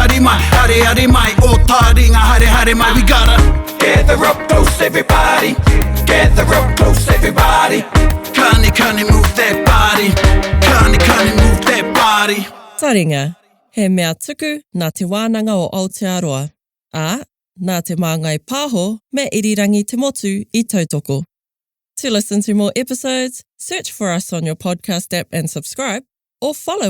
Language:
Māori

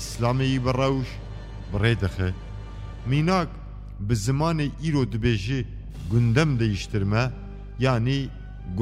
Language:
Kurdish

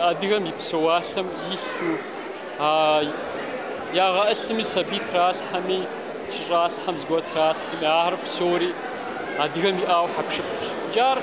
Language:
Kabardian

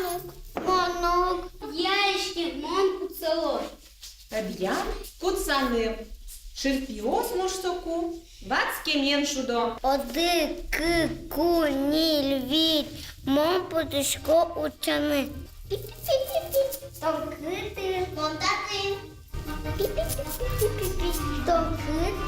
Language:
Udmurt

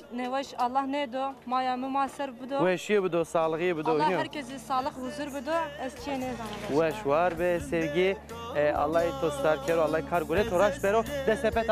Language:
Zaza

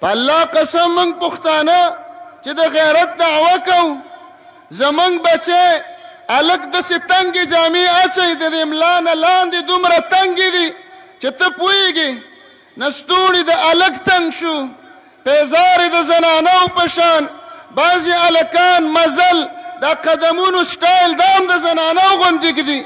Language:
Pashto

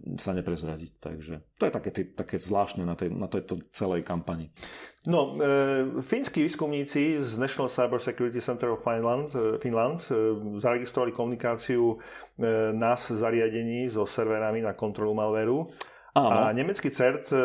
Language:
Slovak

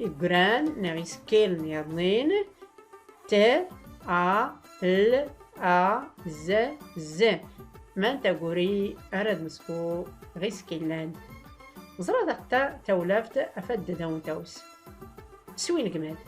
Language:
Tachelhit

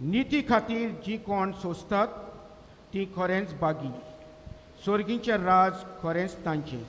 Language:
Konkani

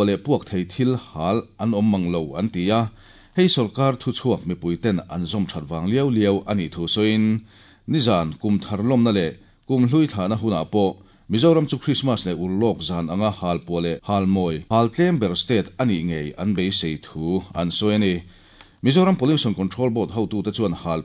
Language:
Mizo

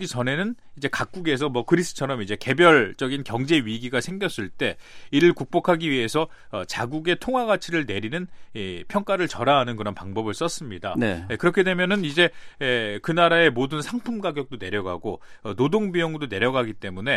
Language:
Korean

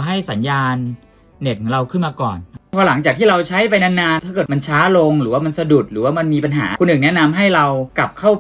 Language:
Thai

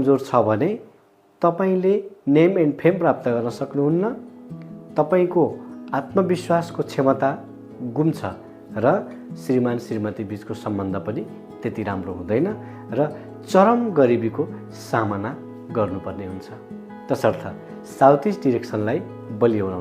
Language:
Nepali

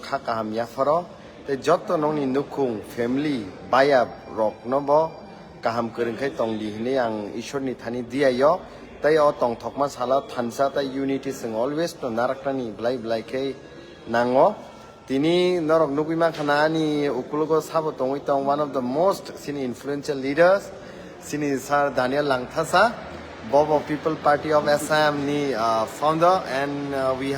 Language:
Kok Borok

